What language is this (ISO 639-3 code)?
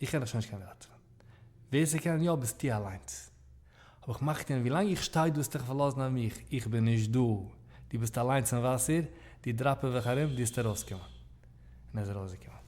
yid